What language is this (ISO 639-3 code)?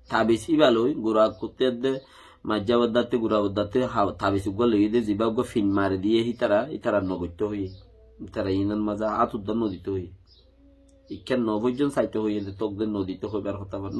rhg